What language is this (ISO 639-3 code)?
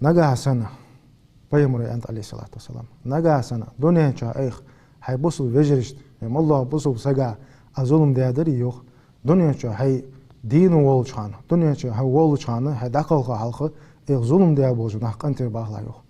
inh